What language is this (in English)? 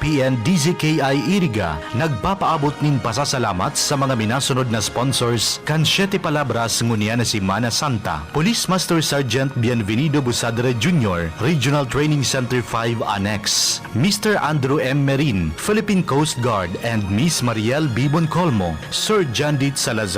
Bikol